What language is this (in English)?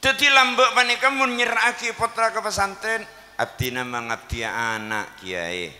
Madurese